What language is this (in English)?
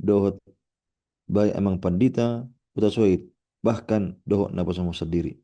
Batak Toba